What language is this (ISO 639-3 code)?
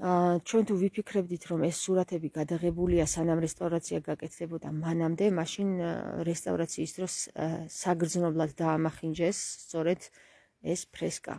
kat